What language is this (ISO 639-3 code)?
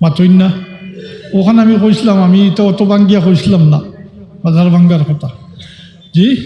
syl